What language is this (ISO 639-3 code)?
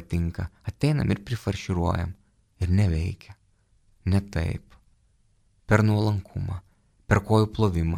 lit